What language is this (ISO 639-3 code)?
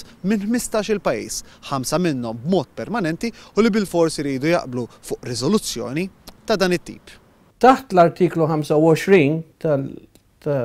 mlt